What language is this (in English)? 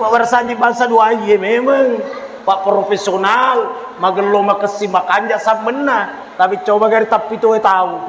Buginese